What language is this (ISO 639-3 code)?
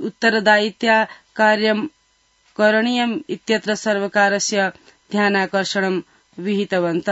san